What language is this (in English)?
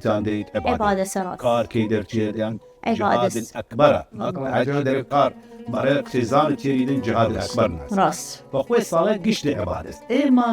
Southern Kurdish